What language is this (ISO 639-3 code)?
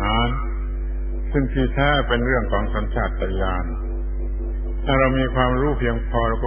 tha